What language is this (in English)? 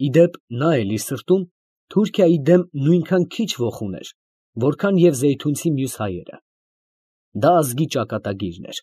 Armenian